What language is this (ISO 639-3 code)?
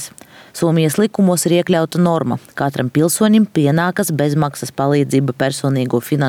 lav